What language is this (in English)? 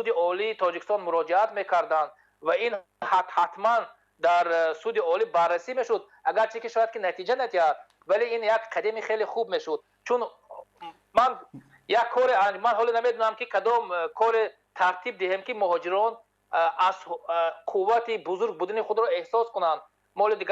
Tajik